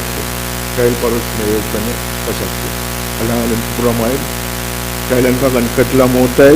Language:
Pohnpeian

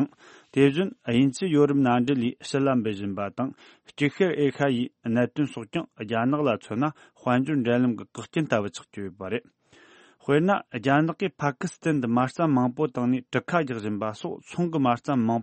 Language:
Tibetan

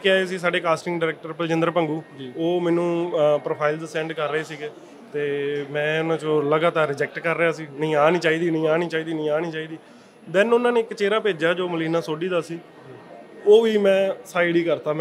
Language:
Punjabi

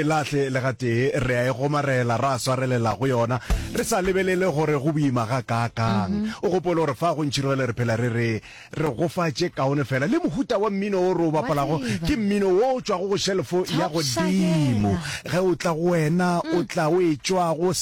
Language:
Northern Sotho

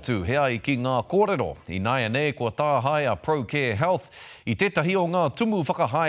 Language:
Māori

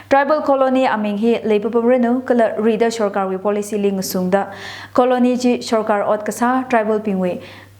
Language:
Tangkhul Naga (India)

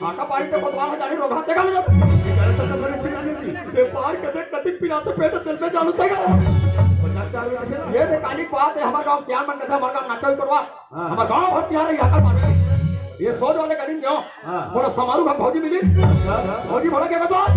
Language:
Chhattisgarhi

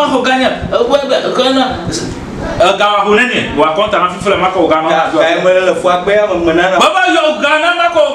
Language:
Ewe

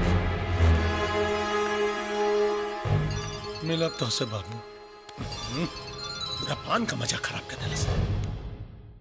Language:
Bhojpuri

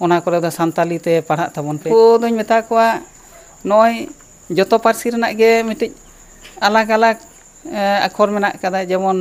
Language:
Santali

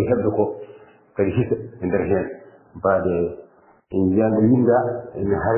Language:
Fula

